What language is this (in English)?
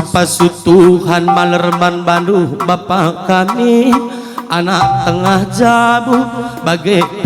Batak Karo